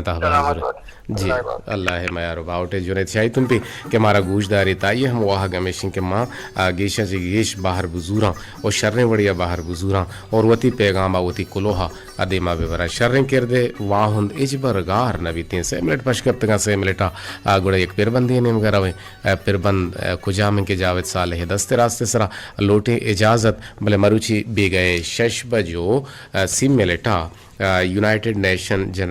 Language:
Eastern Balochi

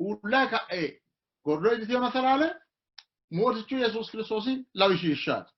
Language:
Sidamo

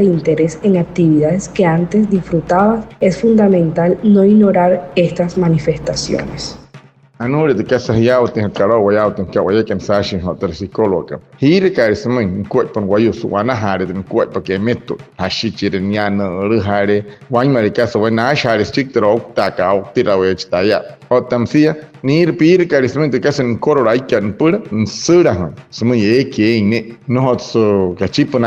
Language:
Wayuu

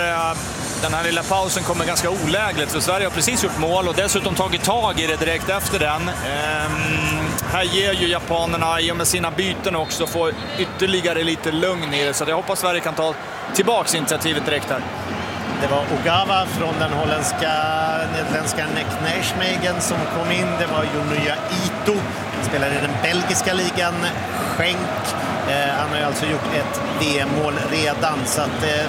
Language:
Swedish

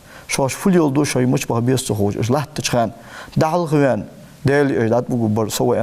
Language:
Ingush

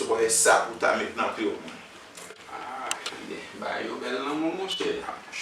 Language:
Haitian Creole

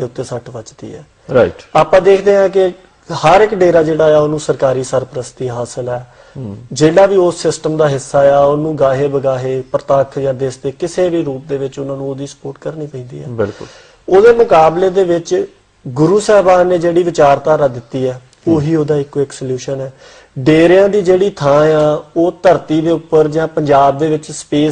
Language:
Punjabi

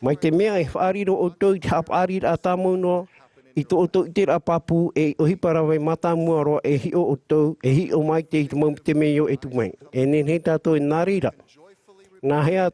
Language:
Tahitian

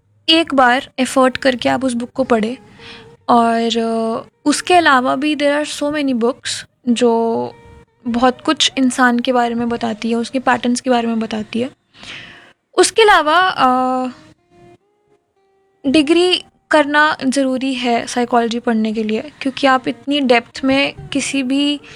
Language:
Hindi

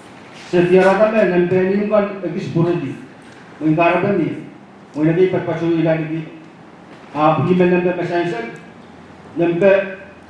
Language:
Pohnpeian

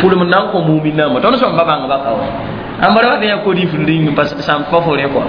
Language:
Mossi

